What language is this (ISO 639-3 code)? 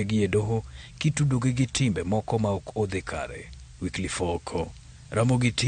luo